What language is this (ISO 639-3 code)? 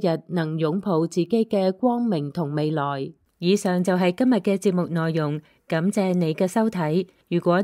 yue